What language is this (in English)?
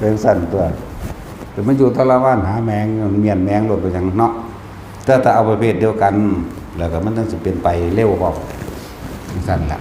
Northeastern Thai